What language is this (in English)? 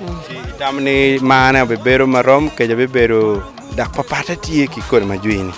Acoli